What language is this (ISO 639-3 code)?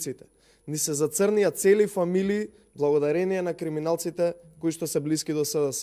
mkd